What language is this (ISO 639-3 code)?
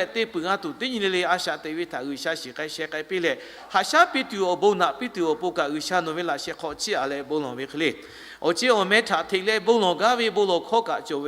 lhu